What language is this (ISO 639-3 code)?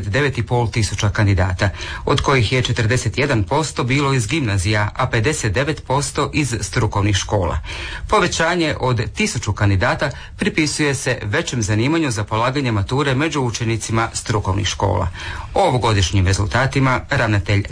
hrv